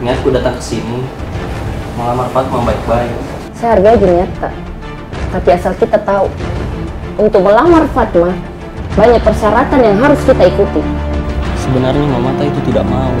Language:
Makassar Malay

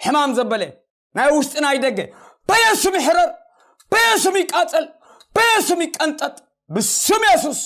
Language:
Tigrinya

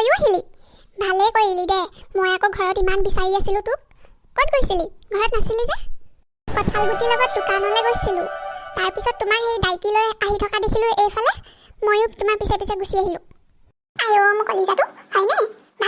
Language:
Assamese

